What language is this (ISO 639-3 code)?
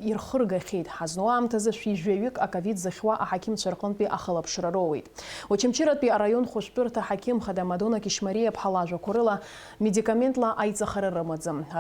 abk